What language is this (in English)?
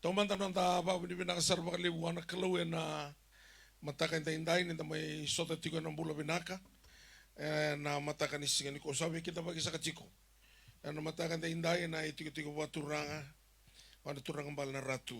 Fijian